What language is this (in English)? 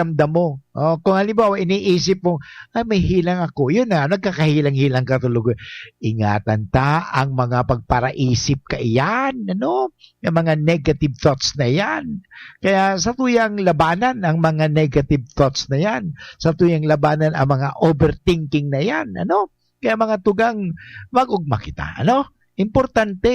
Bikol